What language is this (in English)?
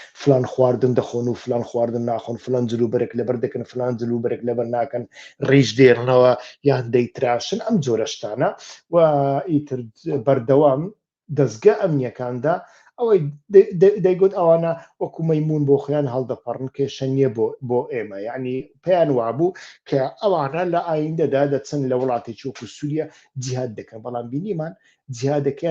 Central Kurdish